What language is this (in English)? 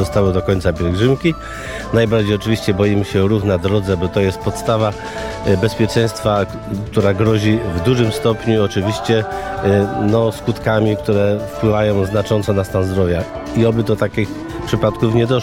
Polish